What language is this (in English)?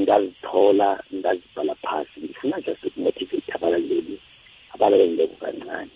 South Ndebele